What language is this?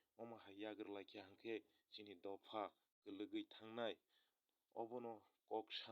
Kok Borok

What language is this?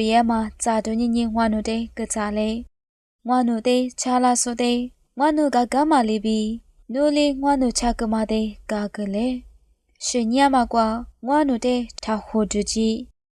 Lisu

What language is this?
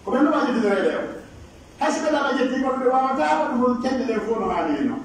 Pular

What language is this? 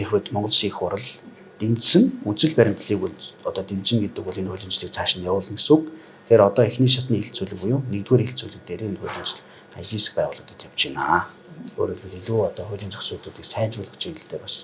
Mongolian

